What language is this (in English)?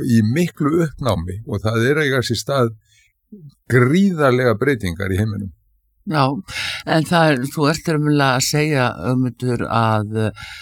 Icelandic